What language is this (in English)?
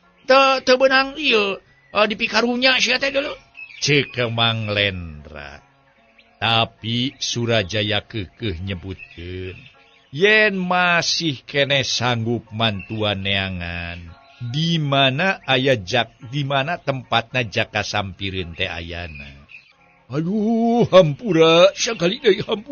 Sundanese